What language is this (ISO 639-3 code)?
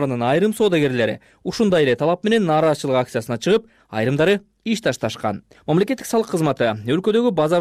kir